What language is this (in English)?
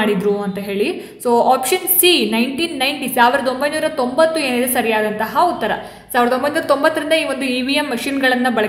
Kannada